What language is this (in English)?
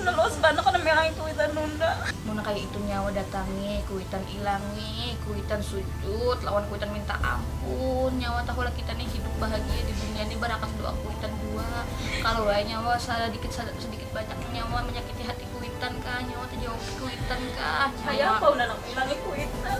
Banjar